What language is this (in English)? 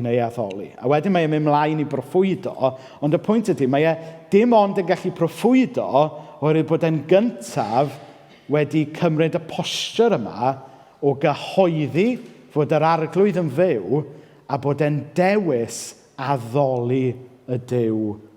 Welsh